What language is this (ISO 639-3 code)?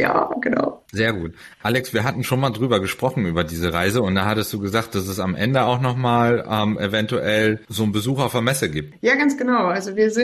deu